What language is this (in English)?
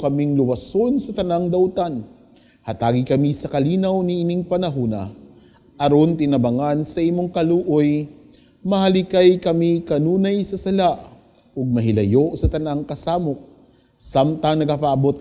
Cebuano